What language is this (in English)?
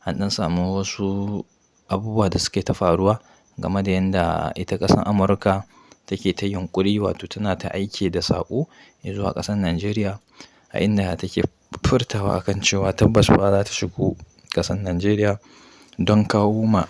Hausa